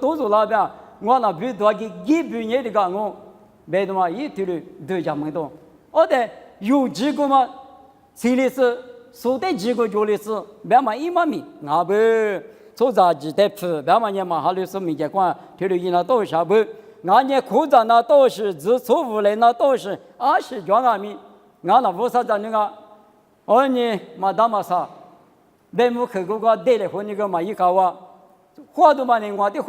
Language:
Lisu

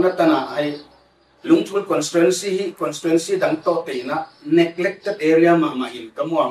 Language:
Paite Chin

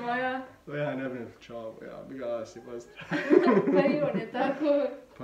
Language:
Bosnian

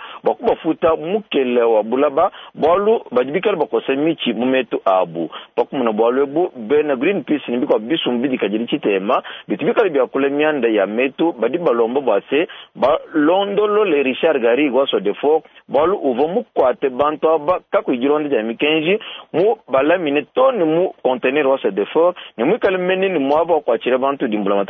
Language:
Luba-Lulua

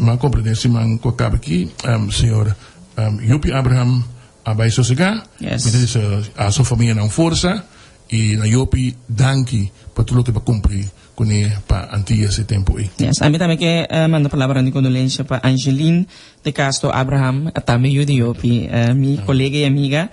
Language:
Papiamento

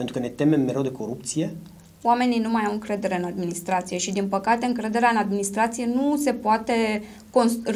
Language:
Romanian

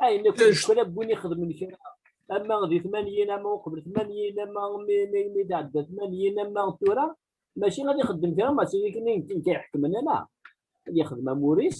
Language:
Kabyle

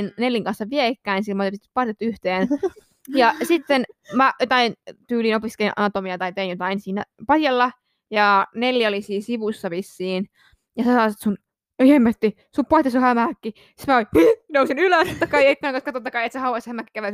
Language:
Finnish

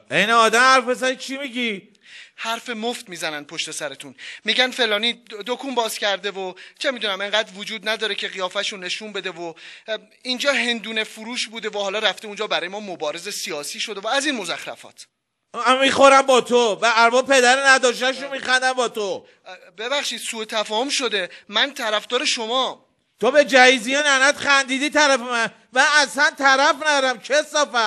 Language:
Persian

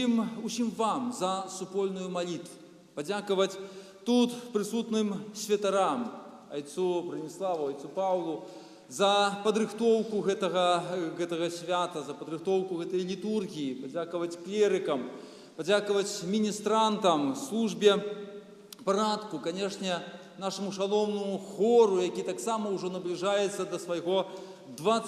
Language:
Belarusian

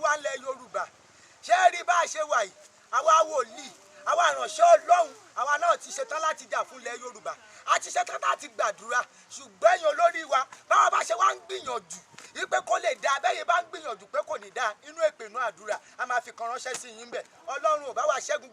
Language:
Yoruba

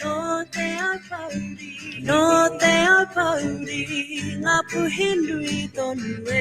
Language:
Māori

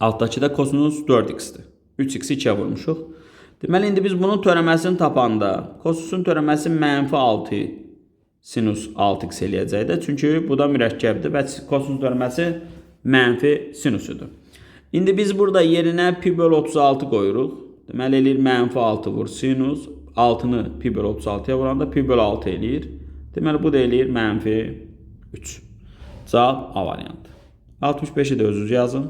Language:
Azerbaijani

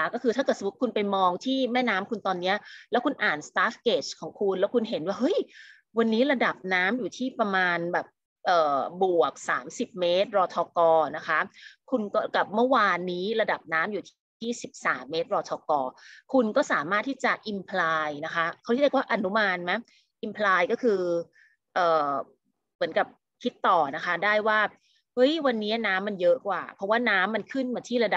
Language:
Thai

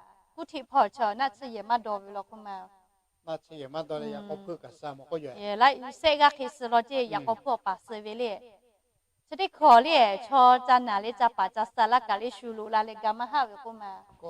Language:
Lahu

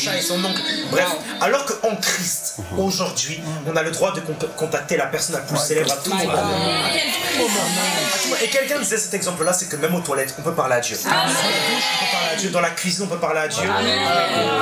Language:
French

